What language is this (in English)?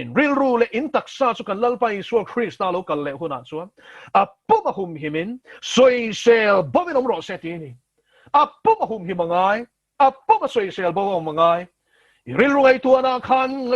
Mizo